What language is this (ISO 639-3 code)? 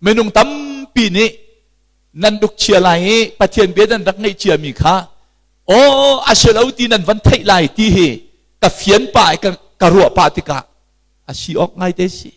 cnh